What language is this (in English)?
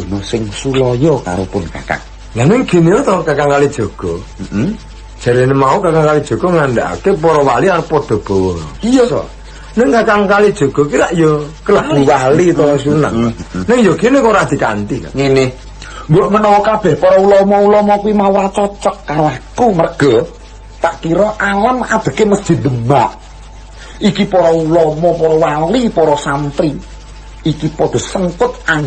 Javanese